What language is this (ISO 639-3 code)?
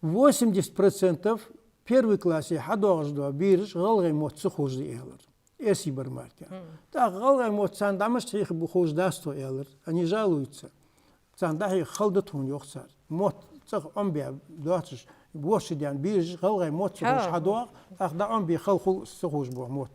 inh